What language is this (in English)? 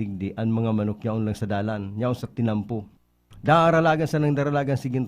Bikol